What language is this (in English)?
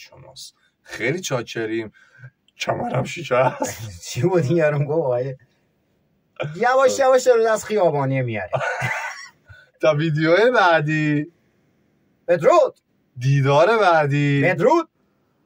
Persian